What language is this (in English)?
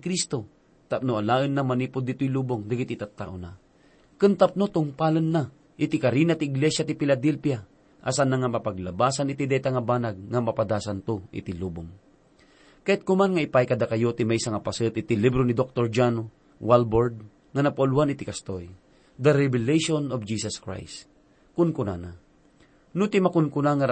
Iloko